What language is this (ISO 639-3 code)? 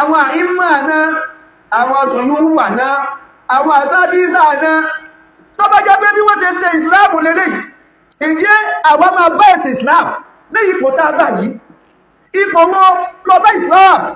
yor